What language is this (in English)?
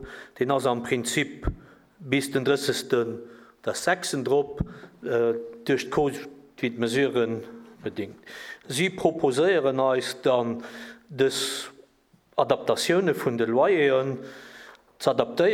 Luxembourgish